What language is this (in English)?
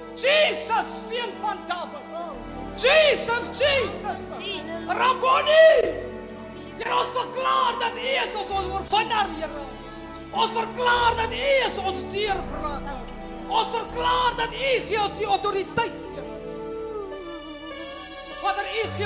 Afrikaans